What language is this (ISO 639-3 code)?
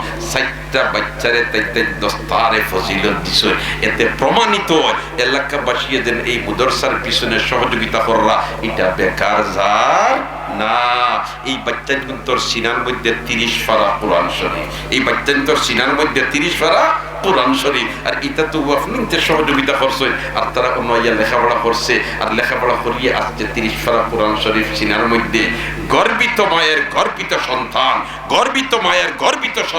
syl